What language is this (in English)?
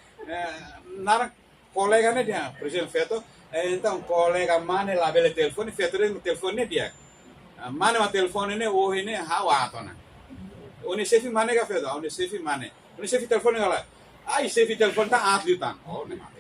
Tetum